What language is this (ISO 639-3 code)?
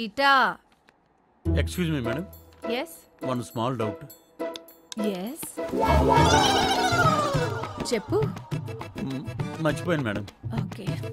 tel